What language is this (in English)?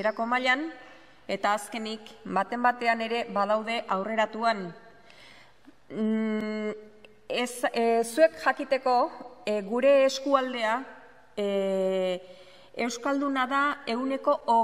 Basque